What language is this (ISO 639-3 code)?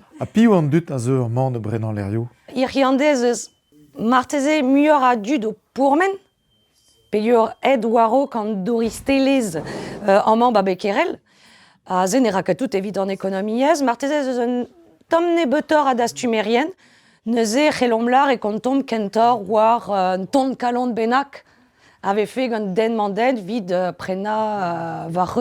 bre